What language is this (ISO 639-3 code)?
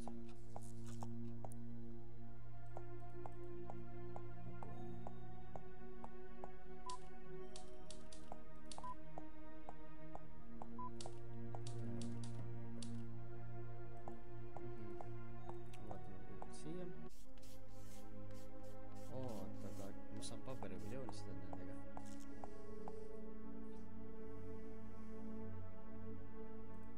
est